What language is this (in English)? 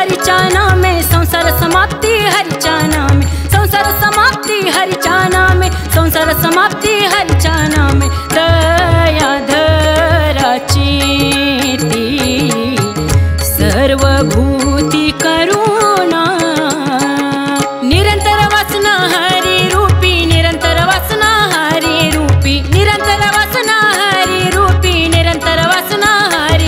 Marathi